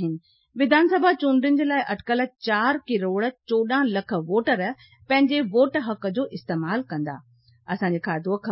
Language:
Sindhi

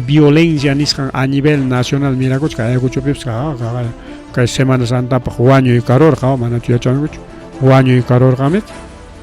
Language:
Ayacucho Quechua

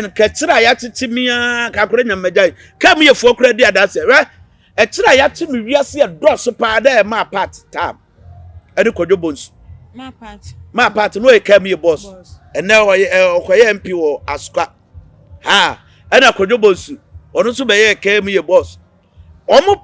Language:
Akan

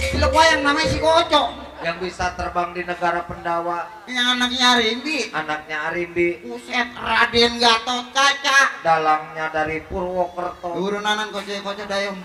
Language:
Betawi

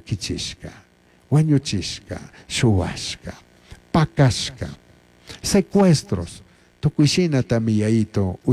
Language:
Chimborazo Highland Quichua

